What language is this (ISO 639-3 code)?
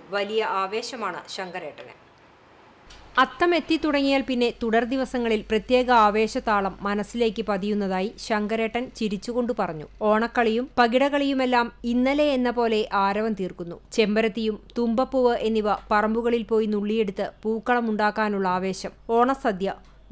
mal